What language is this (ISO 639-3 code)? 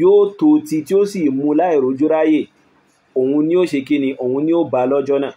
yor